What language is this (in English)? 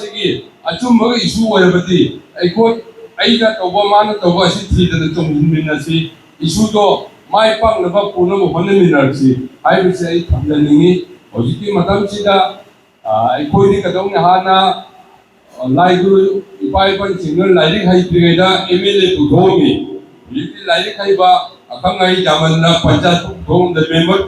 Manipuri